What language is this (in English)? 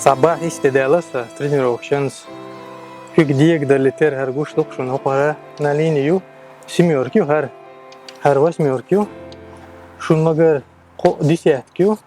Chechen